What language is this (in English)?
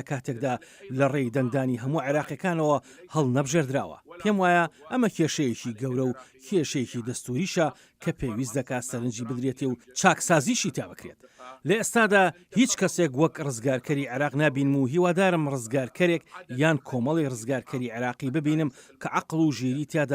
Central Kurdish